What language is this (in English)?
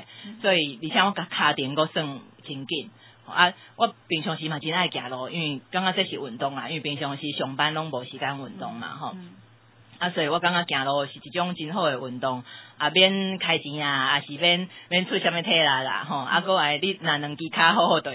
Min Nan Chinese